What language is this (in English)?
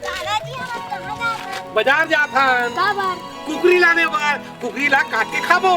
Chhattisgarhi